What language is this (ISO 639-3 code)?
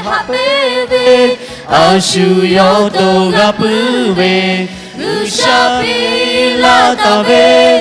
lhu